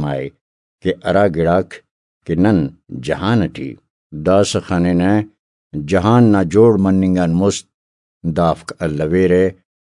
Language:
Brahui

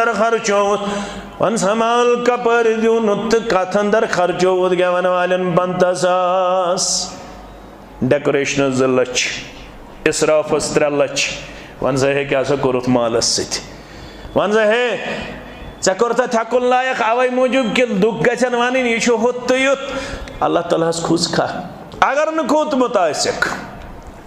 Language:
Kashmiri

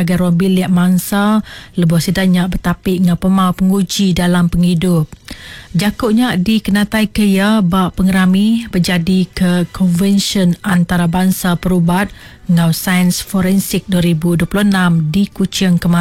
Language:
Iban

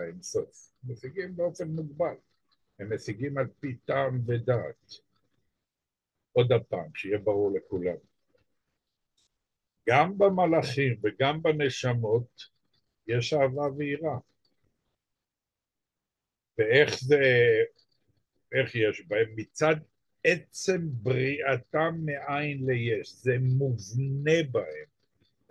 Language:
Hebrew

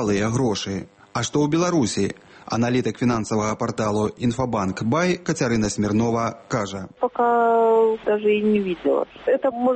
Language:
Belarusian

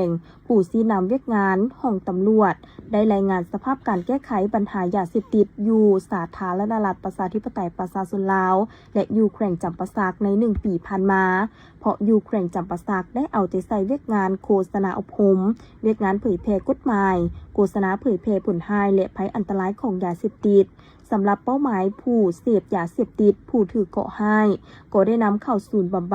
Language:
Lao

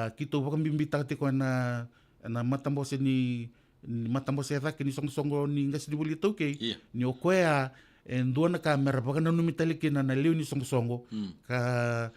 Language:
Fijian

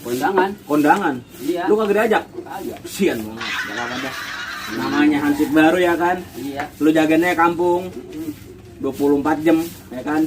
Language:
Betawi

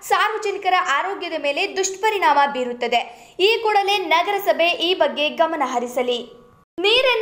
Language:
Kannada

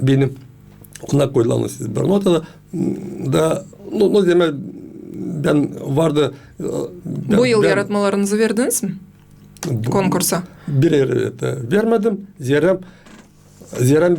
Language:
Gagauz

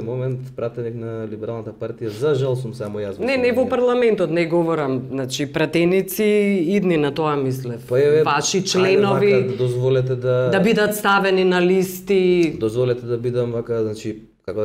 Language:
Macedonian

